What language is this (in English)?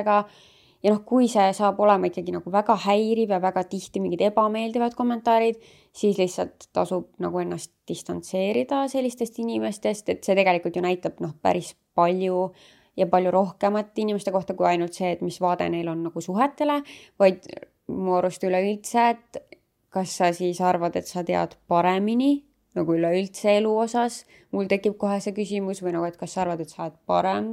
Estonian